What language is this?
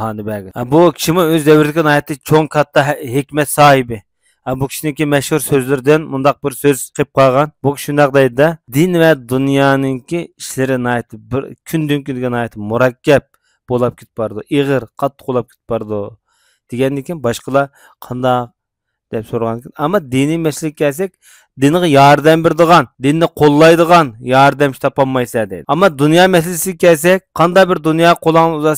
Uyghur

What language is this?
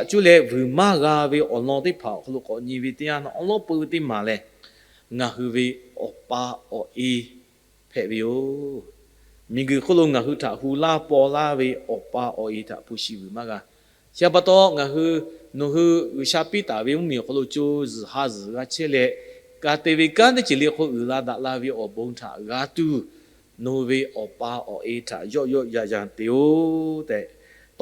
Lahu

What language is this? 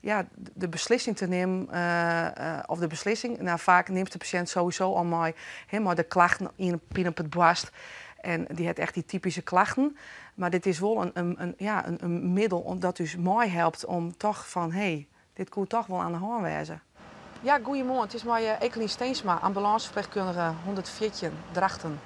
Western Frisian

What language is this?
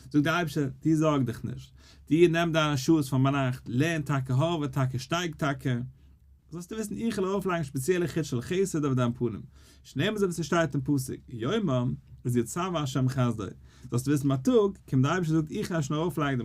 Yiddish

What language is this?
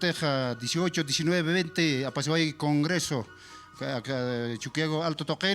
Aymara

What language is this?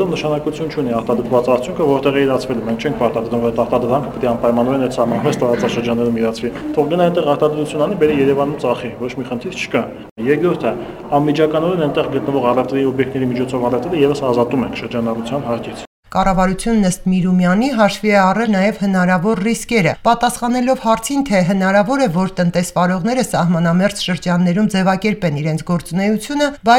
Armenian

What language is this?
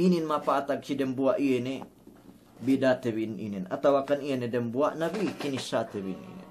Yakan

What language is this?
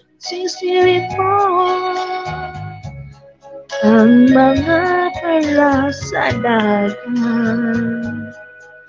Filipino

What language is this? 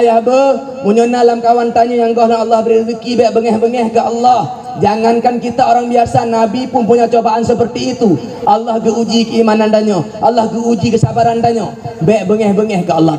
Achinese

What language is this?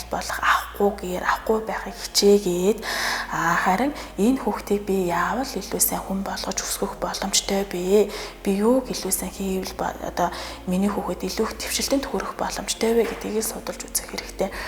Mongolian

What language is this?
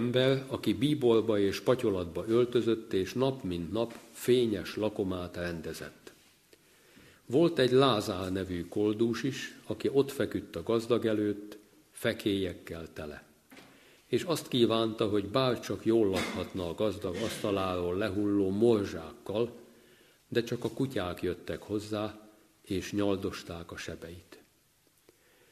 Hungarian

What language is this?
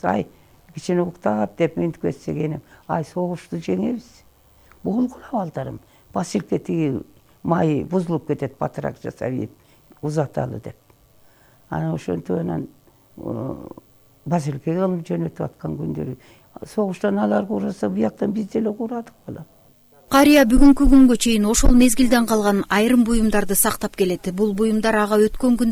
Kyrgyz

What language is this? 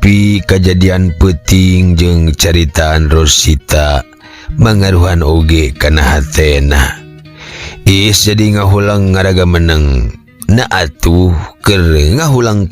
Sundanese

